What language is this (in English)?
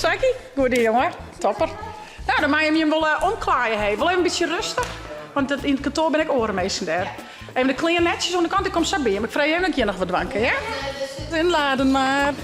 Western Frisian